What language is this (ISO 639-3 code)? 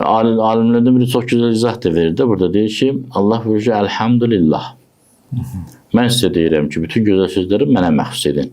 aze